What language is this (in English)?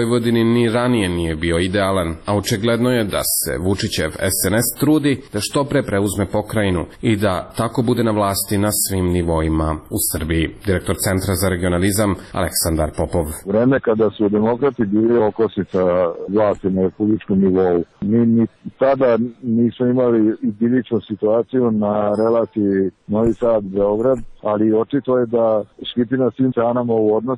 Serbian